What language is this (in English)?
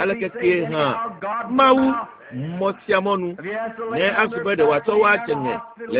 Ewe